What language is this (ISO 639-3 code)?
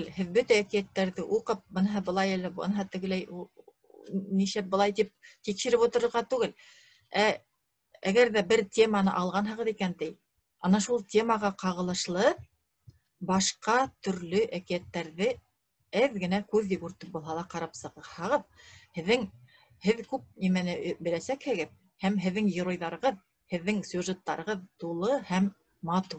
bak